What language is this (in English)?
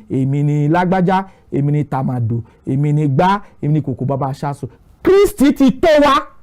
Yoruba